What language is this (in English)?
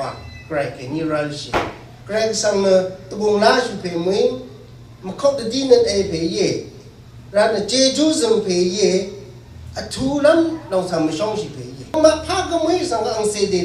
Rawang